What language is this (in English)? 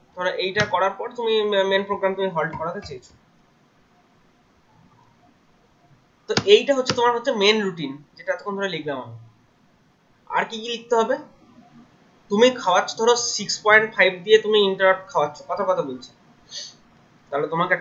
Bangla